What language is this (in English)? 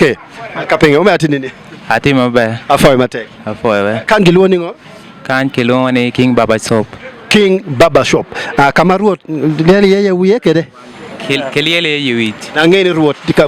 Acoli